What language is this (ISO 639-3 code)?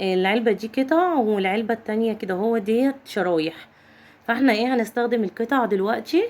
arz